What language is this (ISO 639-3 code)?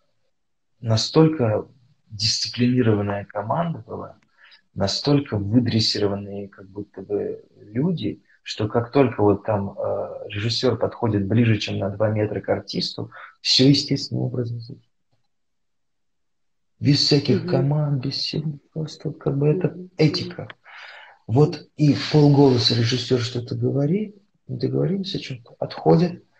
rus